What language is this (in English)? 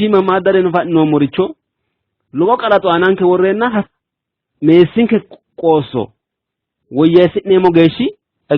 Sidamo